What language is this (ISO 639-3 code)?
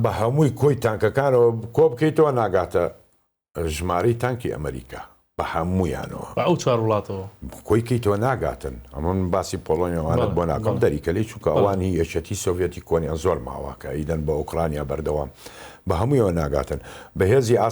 ckb